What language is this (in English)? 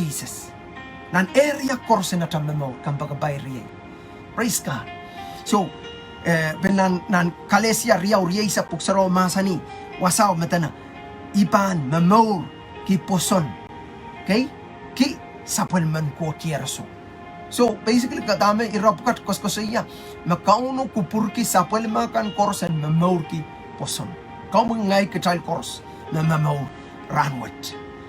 Pohnpeian